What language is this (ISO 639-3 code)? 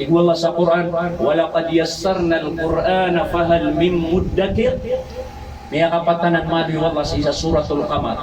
mrw